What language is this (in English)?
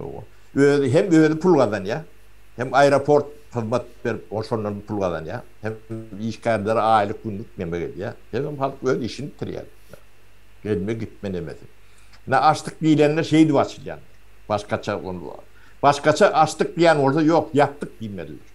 Turkmen